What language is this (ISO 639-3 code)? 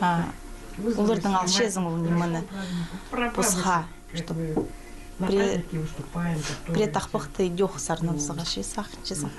kjh